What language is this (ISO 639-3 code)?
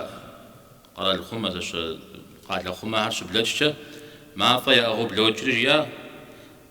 kbd